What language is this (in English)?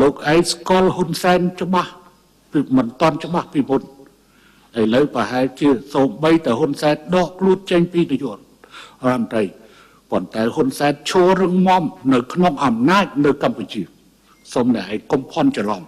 Khmer